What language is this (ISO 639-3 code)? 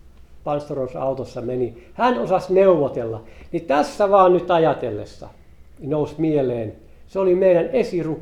fin